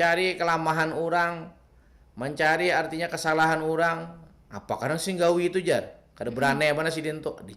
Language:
Banjar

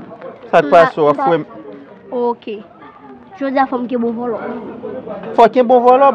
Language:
Haitian Creole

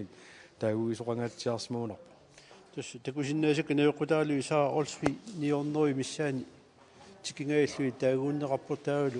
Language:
Kalaallisut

